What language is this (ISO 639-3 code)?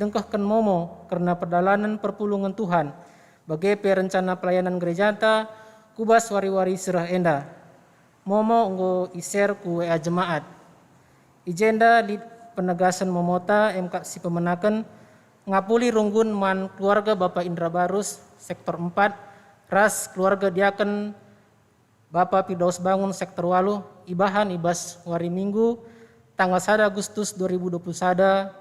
btx